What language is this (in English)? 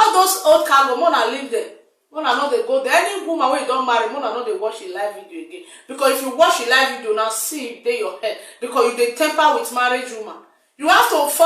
Nigerian Pidgin